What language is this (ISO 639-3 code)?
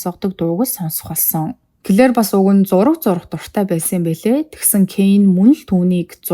mon